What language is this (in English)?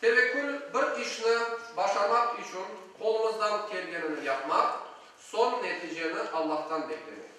Crimean Tatar